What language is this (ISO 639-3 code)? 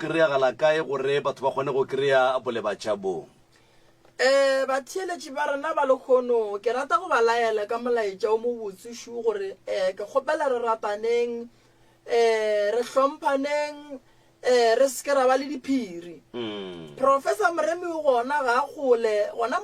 nso